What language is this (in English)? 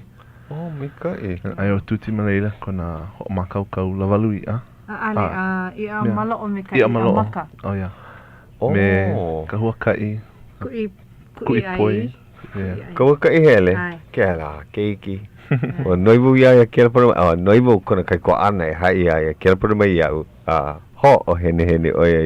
Hawaiian